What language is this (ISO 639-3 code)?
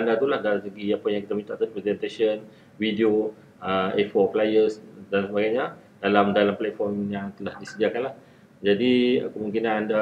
msa